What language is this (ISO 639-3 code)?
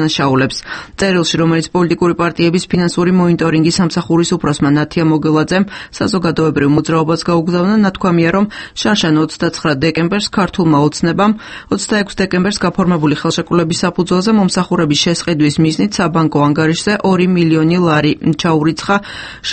kat